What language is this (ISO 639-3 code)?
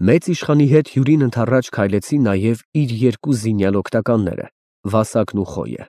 hye